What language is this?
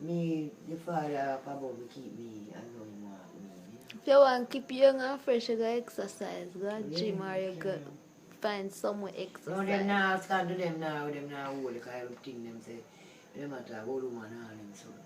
Jamaican Creole English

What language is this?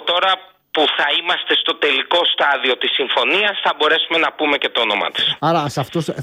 Greek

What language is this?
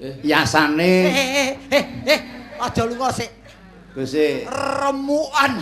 Javanese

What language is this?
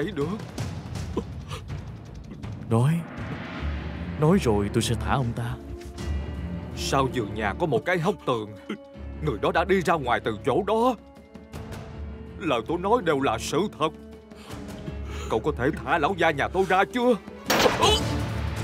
Vietnamese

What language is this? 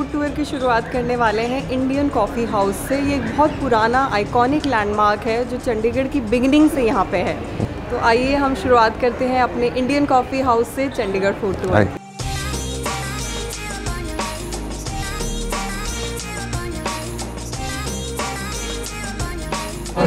Hindi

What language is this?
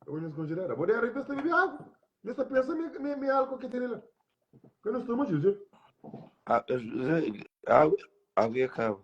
Kabuverdianu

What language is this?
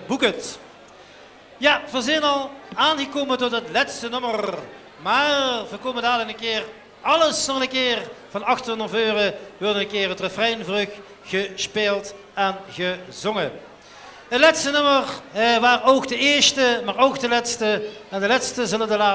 Limburgish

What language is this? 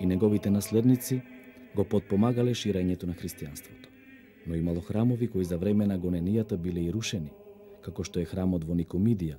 Macedonian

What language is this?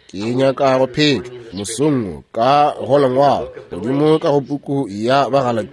Northern Sotho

